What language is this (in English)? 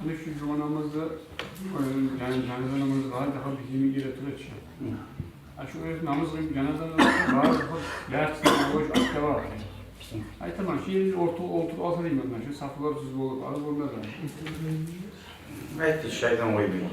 Kumyk